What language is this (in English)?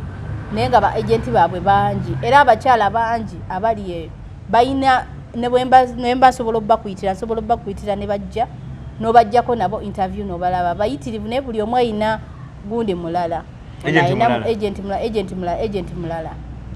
Ganda